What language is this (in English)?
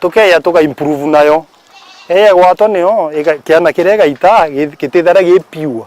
Meru